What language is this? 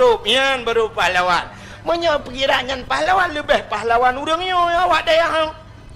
Achinese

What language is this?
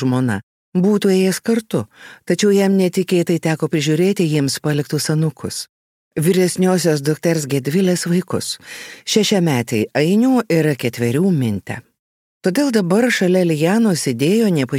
Lithuanian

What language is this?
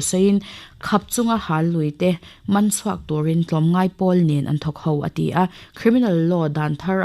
Mizo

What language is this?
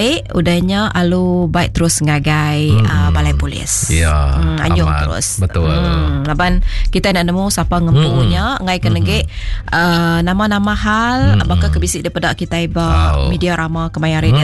Iban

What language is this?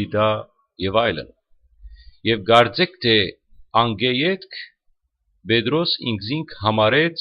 Western Armenian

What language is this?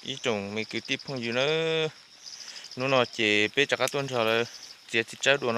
Hmong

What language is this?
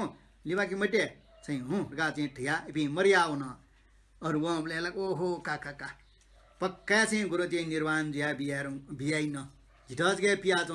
Newari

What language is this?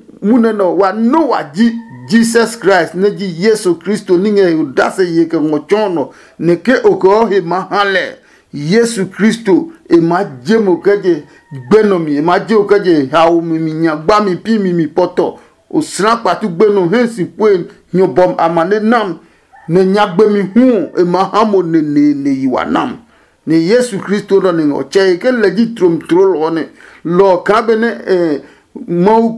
Adangme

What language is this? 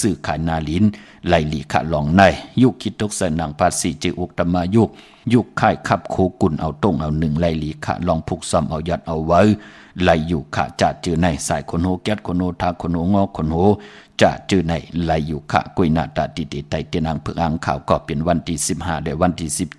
Shan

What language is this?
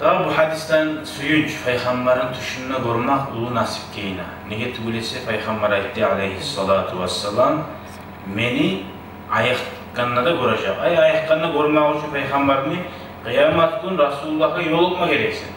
Kumyk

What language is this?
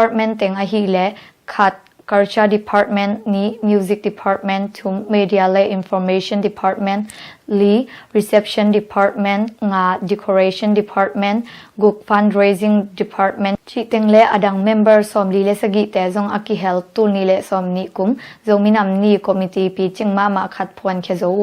Tedim Chin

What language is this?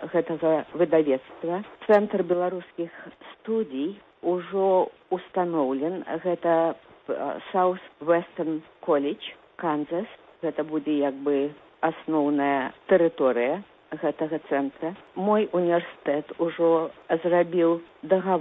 Belarusian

